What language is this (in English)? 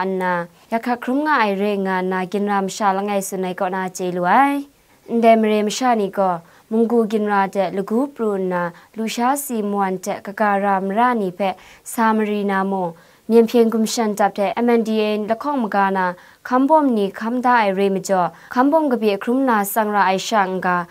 Kachin